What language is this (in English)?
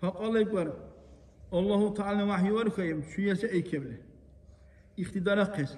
Dargwa